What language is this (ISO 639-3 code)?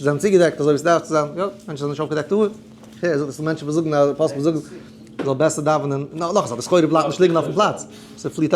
yid